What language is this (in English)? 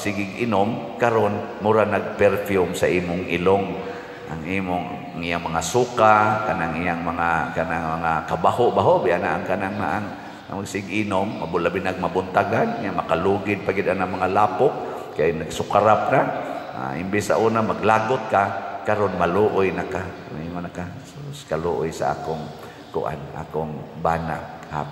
Cebuano